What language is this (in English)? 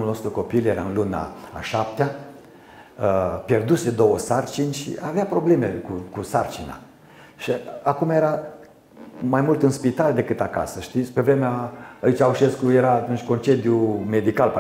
Romanian